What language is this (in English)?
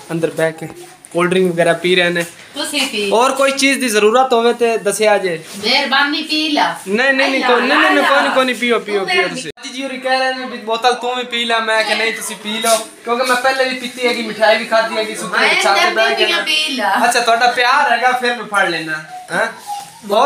Punjabi